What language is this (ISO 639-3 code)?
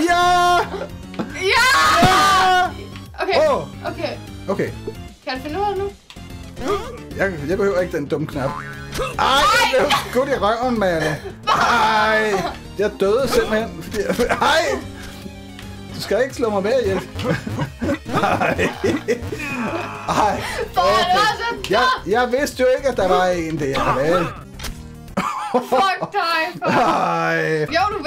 dan